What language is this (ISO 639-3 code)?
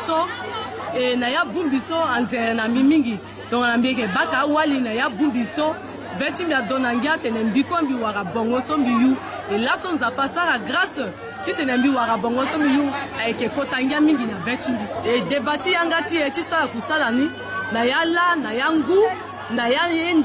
sag